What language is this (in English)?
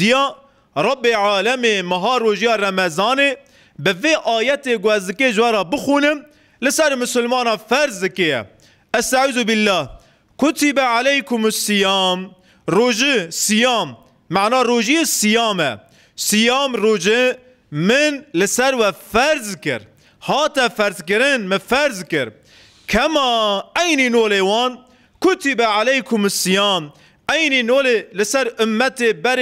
Kurdish